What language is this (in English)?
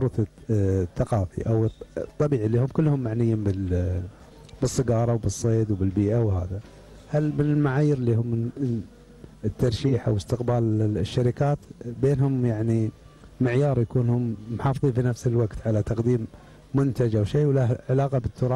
Gulf Arabic